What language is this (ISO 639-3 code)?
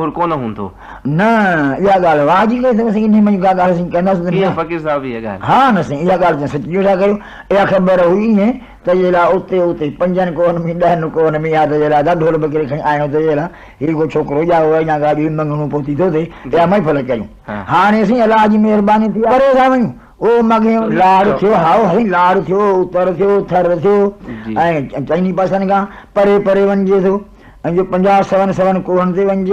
snd